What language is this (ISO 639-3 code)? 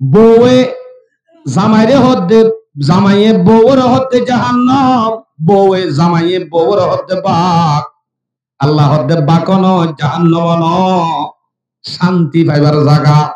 rhg